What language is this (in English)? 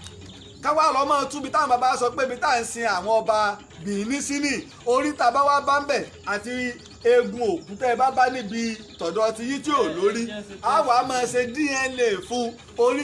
Yoruba